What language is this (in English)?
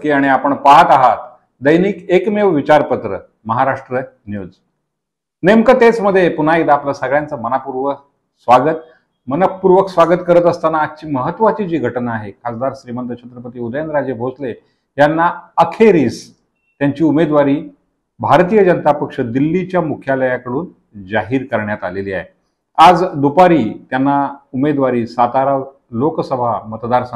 Marathi